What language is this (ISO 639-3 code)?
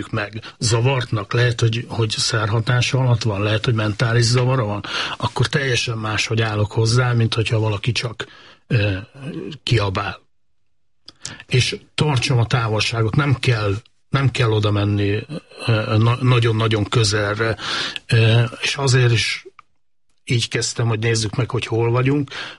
hun